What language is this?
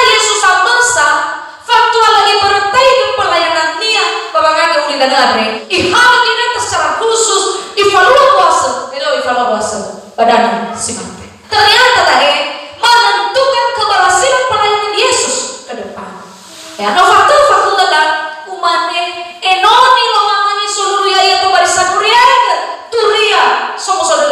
Nias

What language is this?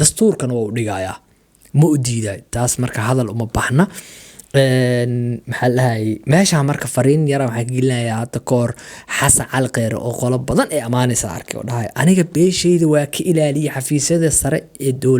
Somali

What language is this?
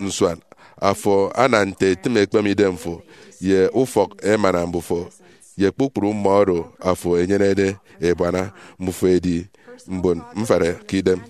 Efik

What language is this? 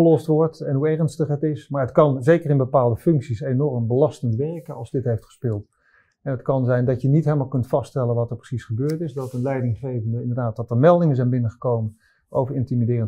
Dutch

